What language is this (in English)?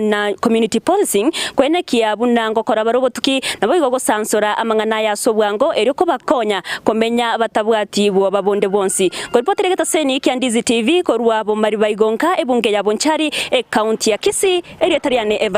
Gusii